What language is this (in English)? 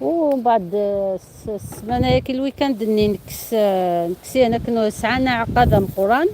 Algerian Arabic